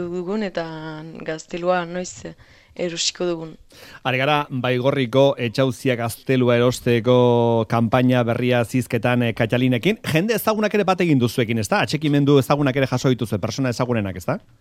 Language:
Basque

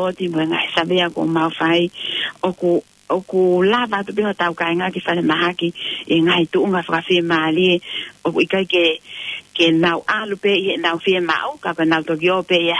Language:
Tongan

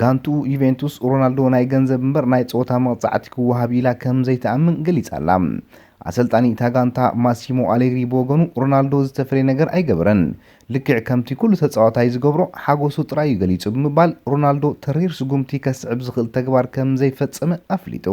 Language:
Tigrinya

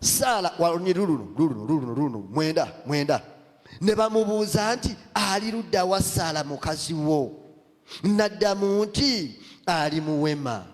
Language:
Ganda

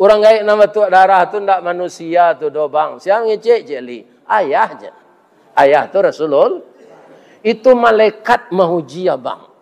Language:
Minangkabau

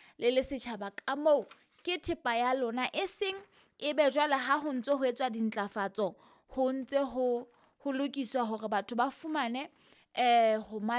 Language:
Southern Sotho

